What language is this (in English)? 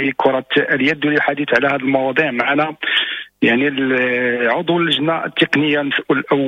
Moroccan Arabic